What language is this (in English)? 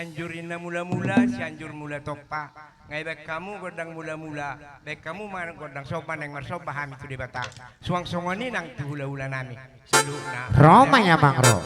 Batak Toba